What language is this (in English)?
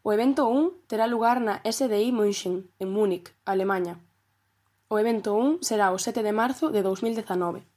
Galician